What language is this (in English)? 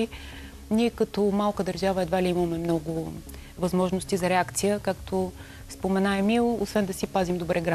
Bulgarian